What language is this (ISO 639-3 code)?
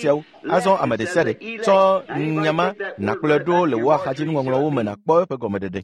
ewe